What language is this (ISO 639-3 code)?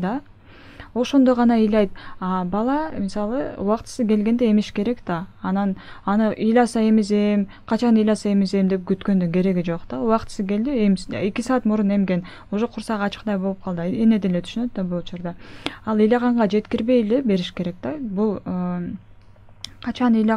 kir